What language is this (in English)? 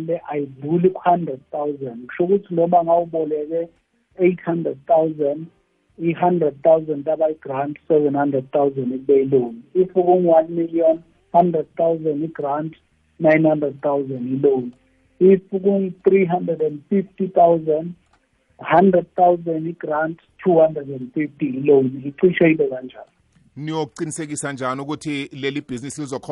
South Ndebele